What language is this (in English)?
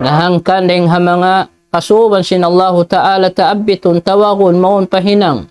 Tausug